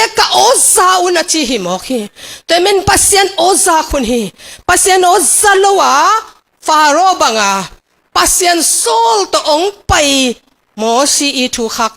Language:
Tedim Chin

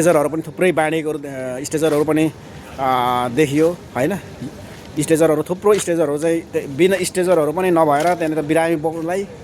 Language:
Nepali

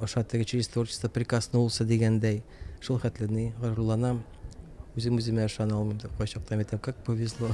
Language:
Tatar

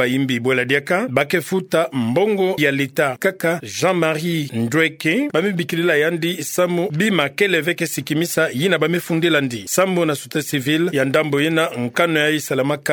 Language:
Kituba (Democratic Republic of Congo)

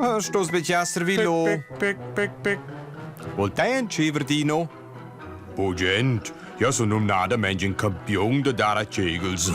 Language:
Romansh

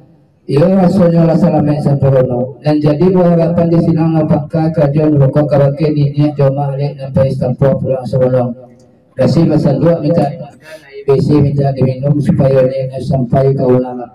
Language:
Minangkabau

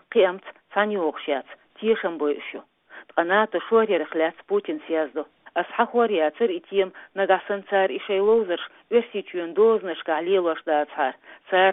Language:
Chechen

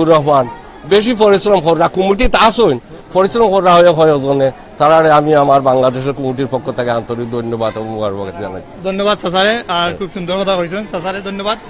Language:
Sylheti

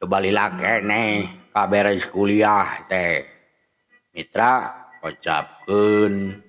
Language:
Sundanese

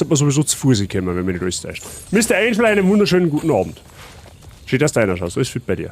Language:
Bavarian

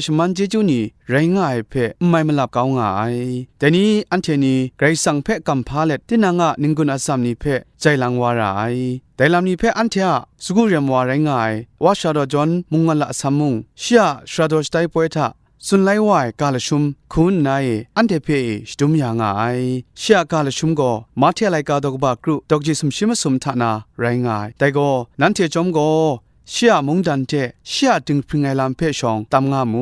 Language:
Kachin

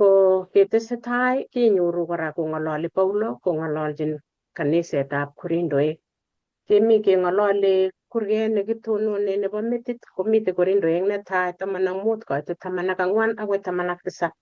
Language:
Kalenjin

